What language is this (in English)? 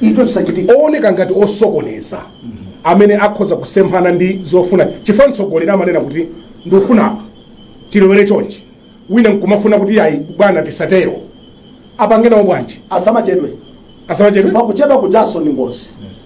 Nyanja